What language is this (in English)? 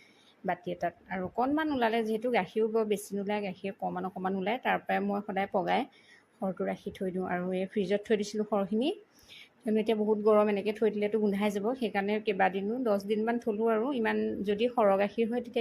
Assamese